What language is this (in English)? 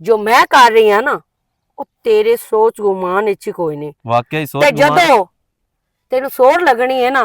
Western Panjabi